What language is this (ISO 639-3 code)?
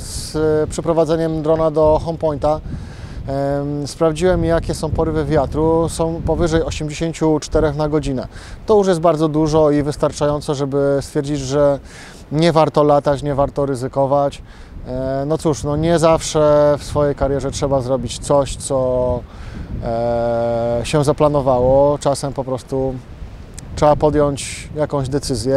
pol